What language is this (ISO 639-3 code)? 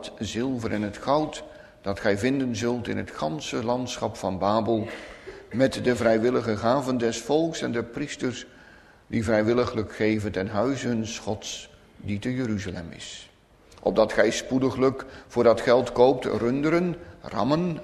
nld